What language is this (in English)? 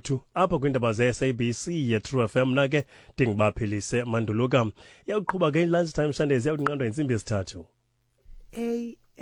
Xhosa